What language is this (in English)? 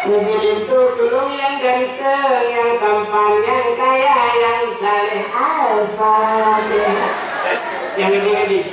Achinese